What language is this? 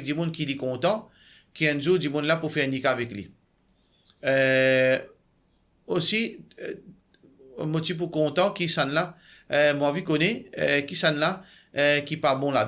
Morisyen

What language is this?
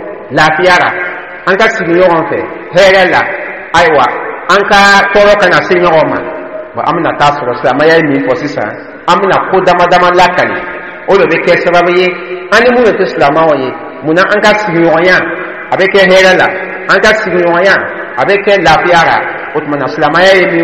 Dyula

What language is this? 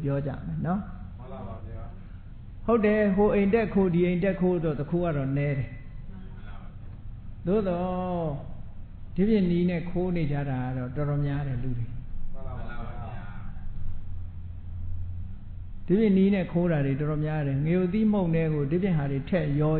Burmese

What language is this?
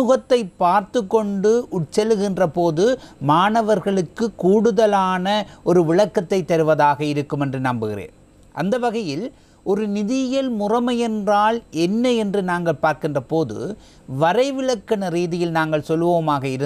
Tamil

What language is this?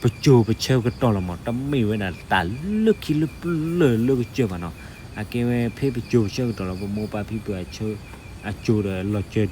S'gaw Karen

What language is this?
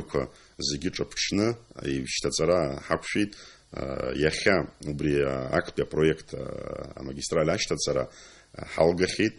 Abkhazian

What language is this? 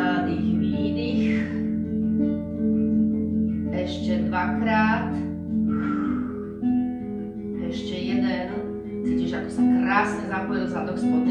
Slovak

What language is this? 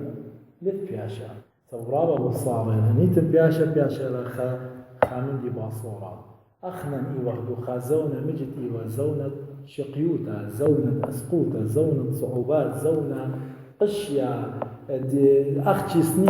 Assyrian Neo-Aramaic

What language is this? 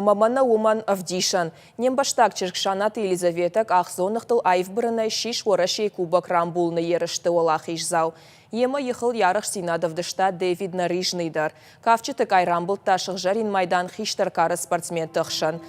Ossetic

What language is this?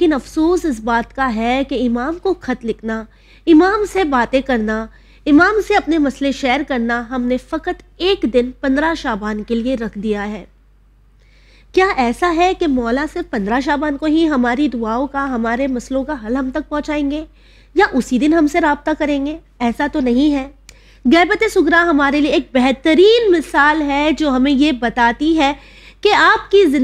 Urdu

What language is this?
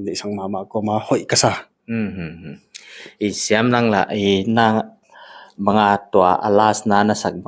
Paite Chin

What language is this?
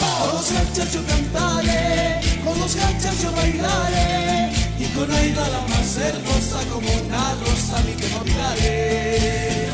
Aymara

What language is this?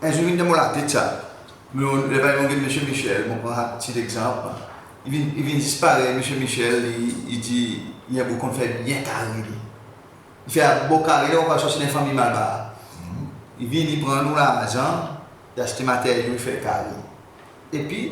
Seselwa Creole French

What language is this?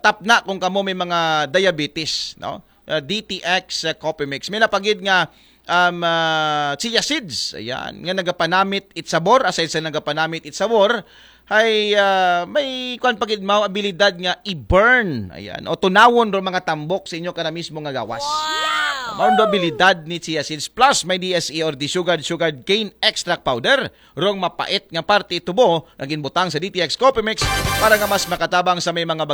Aklanon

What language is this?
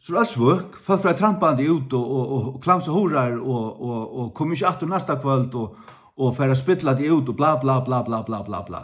Faroese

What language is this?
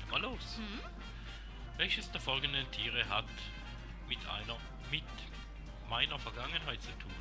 Swiss German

